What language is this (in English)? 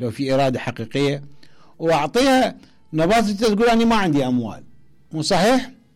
Mesopotamian Arabic